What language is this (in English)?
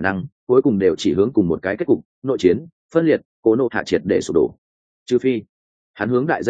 Vietnamese